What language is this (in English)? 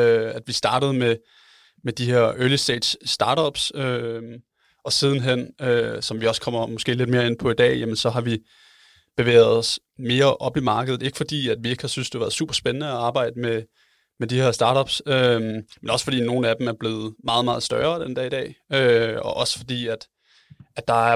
Danish